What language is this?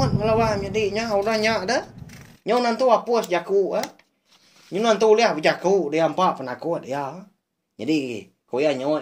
Iban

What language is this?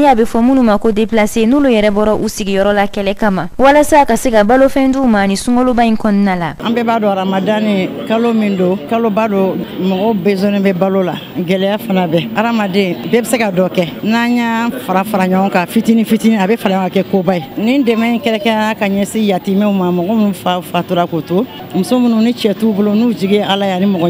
Bambara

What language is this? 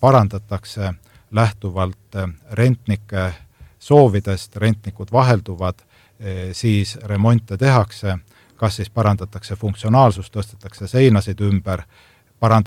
Estonian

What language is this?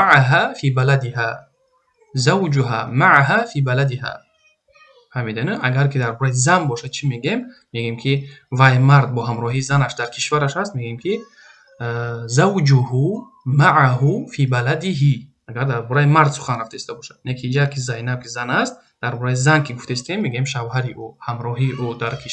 Tajik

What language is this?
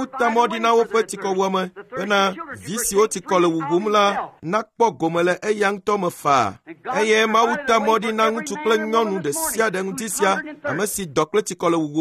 Ewe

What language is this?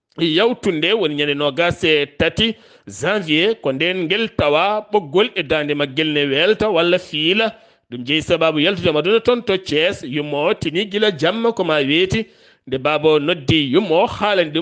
Fula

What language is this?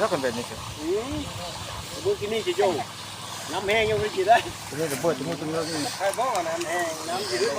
Lao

